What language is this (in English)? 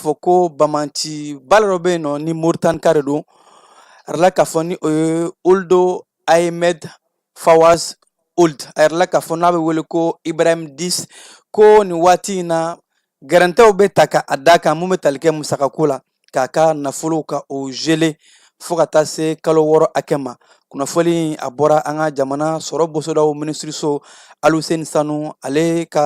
Bambara